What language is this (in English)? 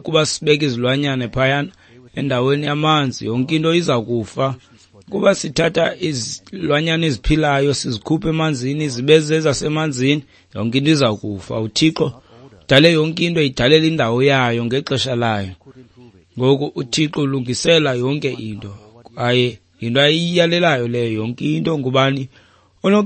Xhosa